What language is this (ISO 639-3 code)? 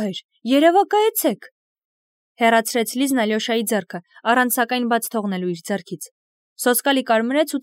hye